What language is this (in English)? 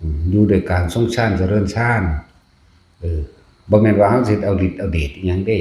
Northeastern Thai